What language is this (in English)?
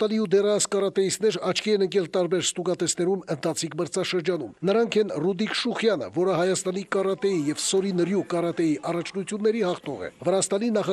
Armenian